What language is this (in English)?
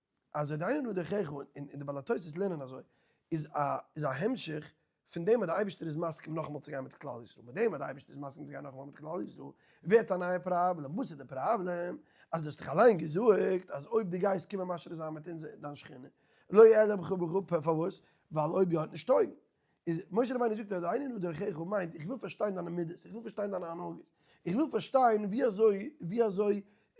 Yiddish